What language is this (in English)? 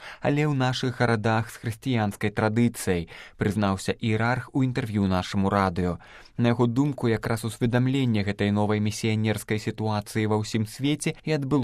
Belarusian